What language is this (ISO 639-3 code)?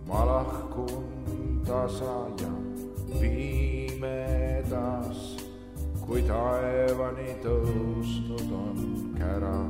est